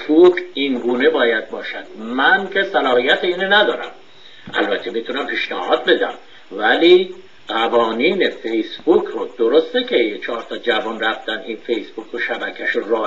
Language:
Persian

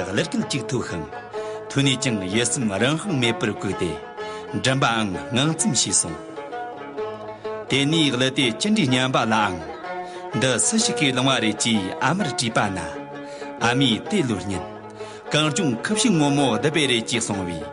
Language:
Amdo Tibetan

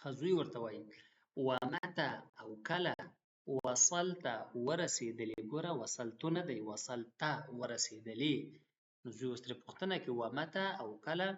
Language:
Pashto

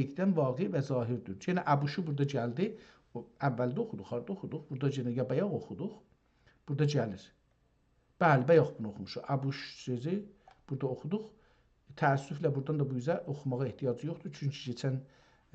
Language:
South Azerbaijani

